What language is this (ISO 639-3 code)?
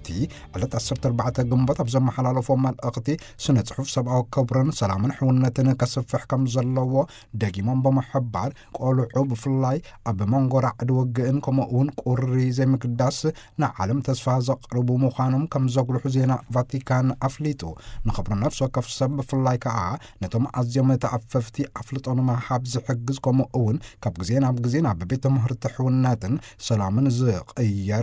tir